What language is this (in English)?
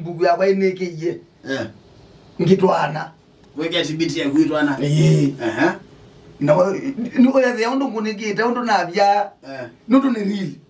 Kamba